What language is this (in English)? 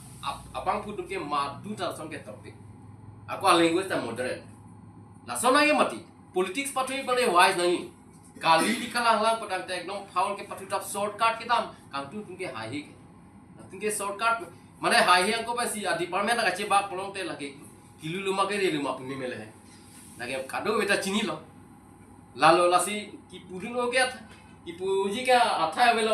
Karbi